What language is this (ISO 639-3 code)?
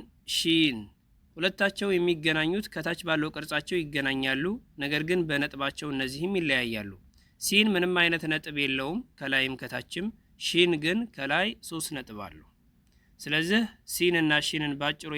amh